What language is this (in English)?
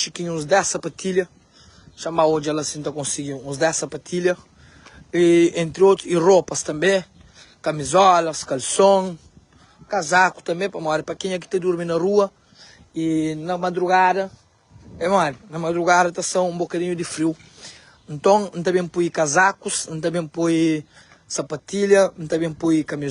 Kabuverdianu